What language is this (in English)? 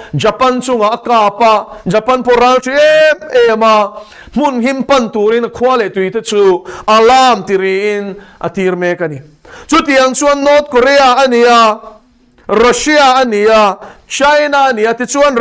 Mizo